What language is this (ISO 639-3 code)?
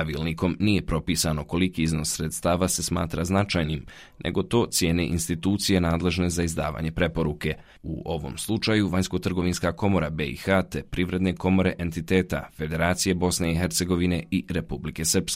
bos